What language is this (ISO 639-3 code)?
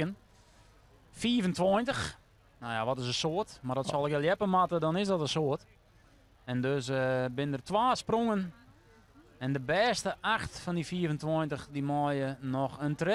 fry